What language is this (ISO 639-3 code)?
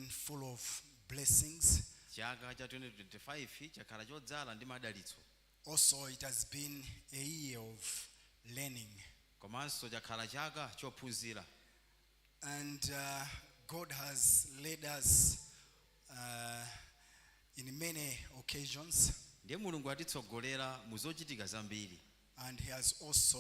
nya